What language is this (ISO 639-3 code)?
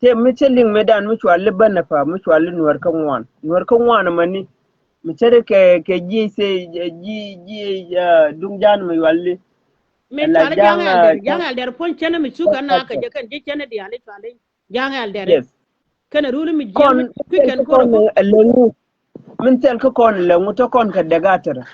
nus